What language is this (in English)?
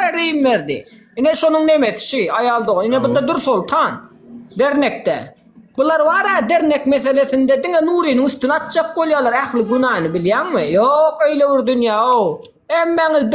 Turkmen